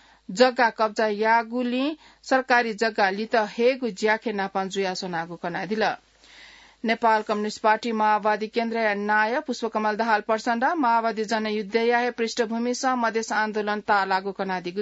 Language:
Newari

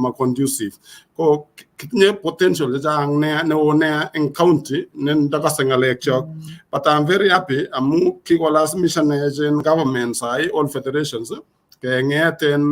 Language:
Kalenjin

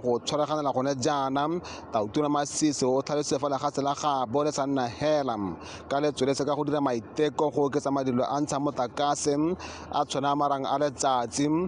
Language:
Tswana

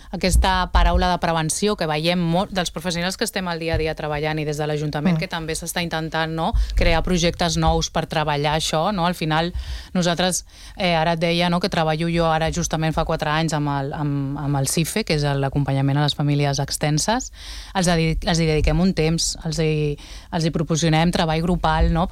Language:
Catalan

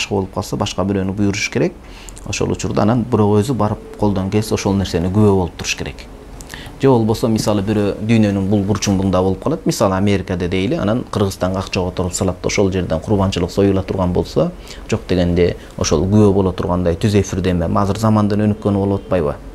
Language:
Kyrgyz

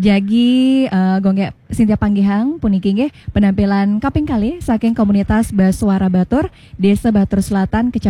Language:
Balinese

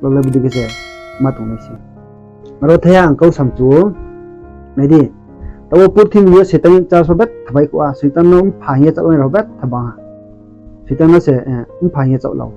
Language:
Riang (India)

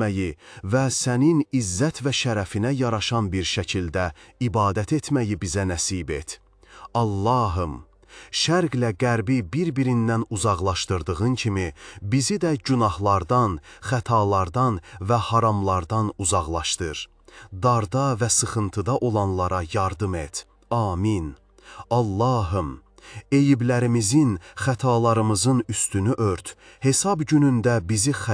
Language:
Azerbaijani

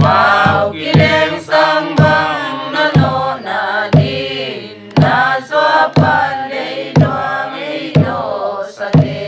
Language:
Paite Chin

